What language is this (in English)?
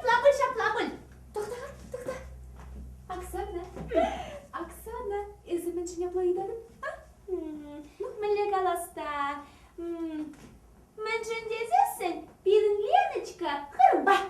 Chuvash